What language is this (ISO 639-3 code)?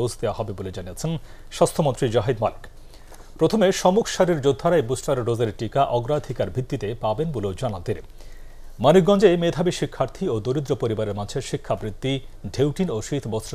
ben